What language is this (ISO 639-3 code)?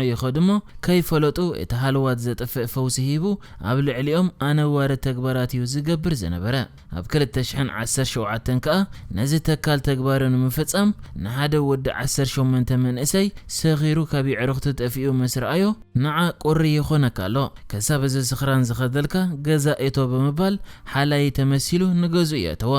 tir